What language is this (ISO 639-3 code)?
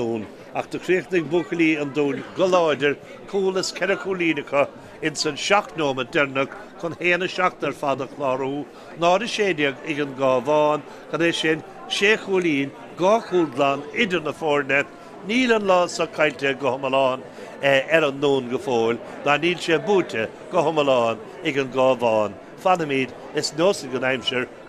gle